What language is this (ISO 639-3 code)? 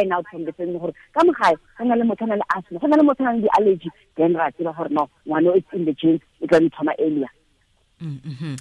tsn